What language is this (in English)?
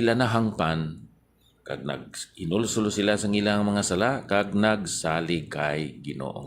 Hiligaynon